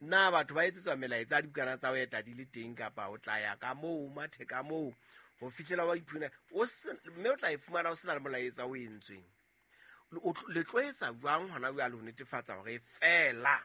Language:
Southern Sotho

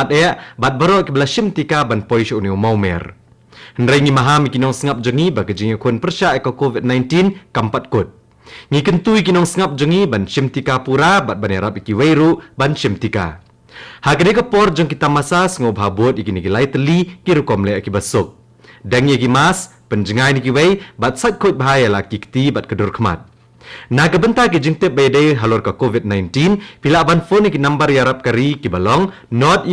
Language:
Khasi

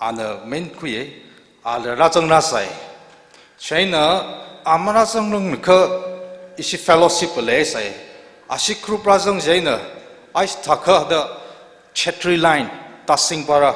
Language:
Tangkhul Naga (India)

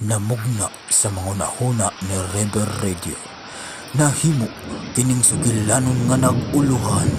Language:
Cebuano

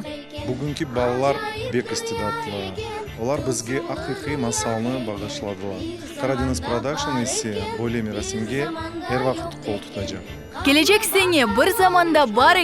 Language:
Crimean Tatar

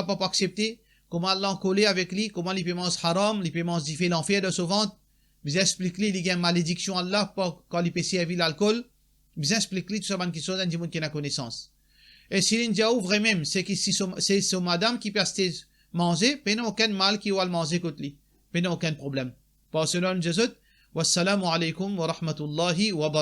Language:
Morisyen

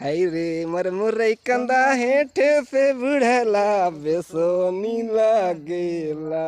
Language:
Sadri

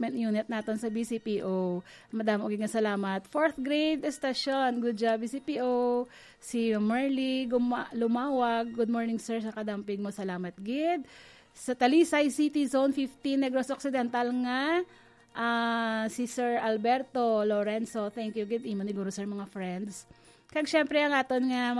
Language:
Hiligaynon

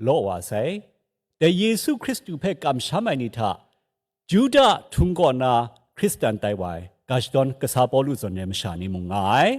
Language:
Kachin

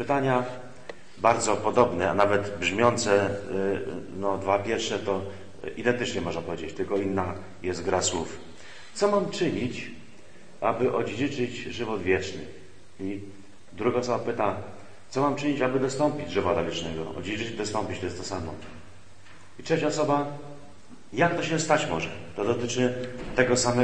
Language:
Polish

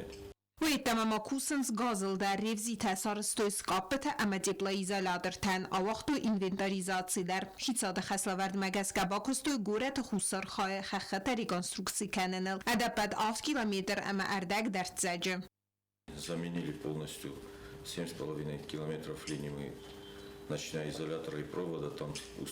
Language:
Ossetic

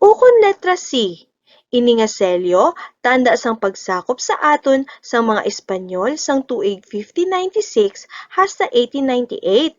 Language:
Hiligaynon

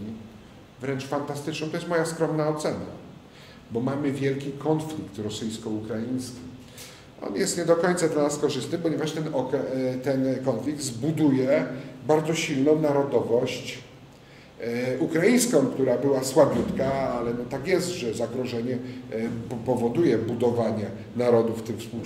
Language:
Polish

